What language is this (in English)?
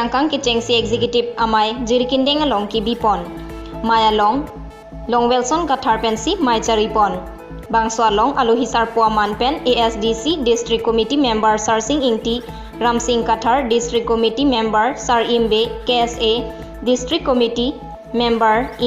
Karbi